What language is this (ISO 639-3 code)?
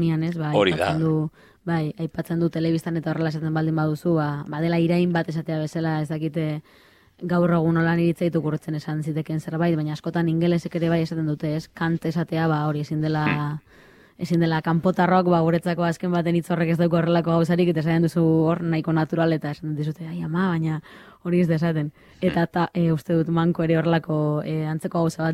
eus